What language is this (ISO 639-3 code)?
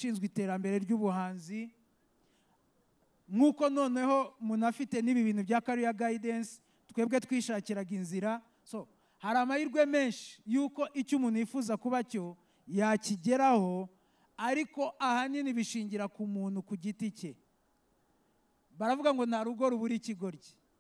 kin